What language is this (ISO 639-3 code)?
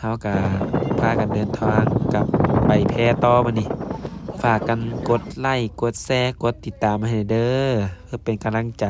lao